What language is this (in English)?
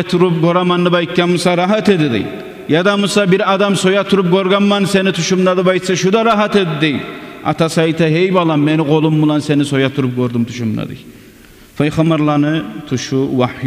Kumyk